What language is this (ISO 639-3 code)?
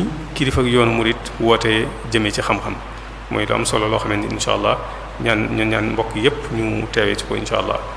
wol